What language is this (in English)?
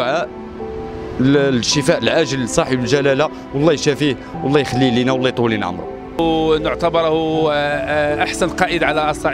Moroccan Arabic